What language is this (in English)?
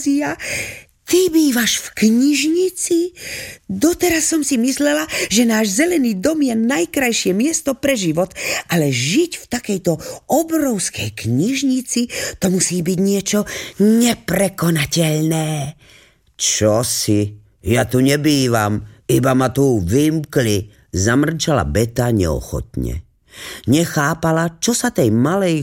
Slovak